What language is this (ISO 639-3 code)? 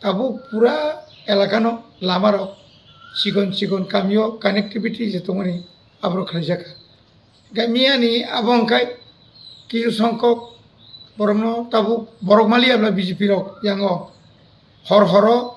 trp